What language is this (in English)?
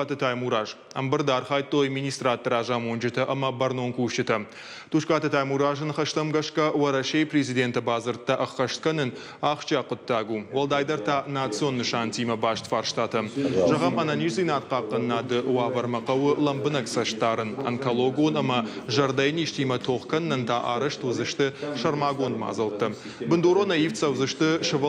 Ossetic